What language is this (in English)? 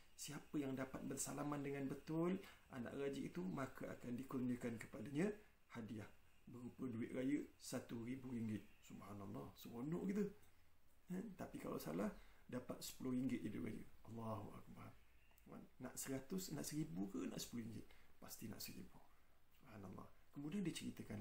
Malay